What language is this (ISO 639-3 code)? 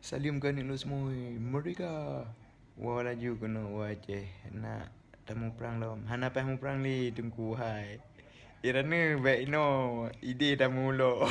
ace